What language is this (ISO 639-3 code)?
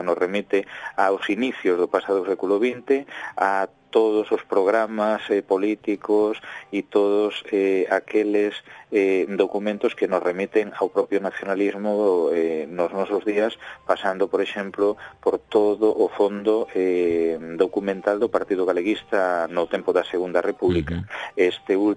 glg